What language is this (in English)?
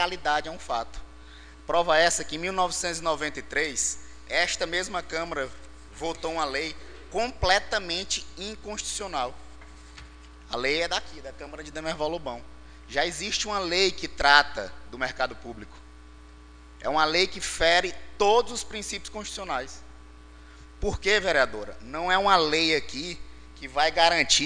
Portuguese